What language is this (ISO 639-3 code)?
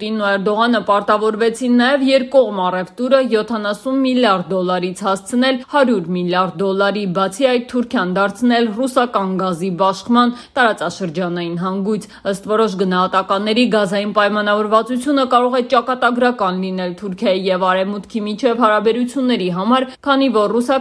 hye